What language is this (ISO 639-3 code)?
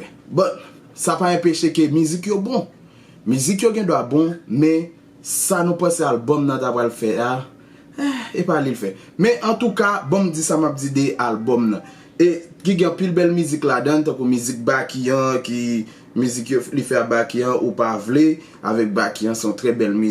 hat